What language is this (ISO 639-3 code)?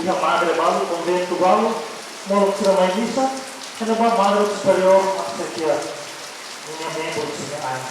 tet